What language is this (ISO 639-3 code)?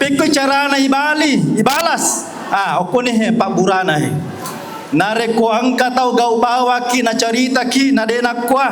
bug